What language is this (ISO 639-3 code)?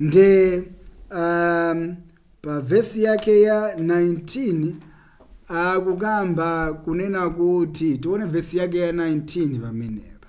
nya